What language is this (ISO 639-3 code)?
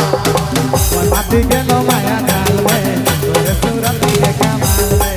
sck